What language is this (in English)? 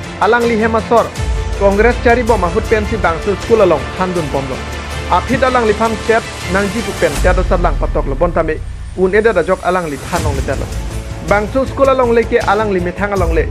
Karbi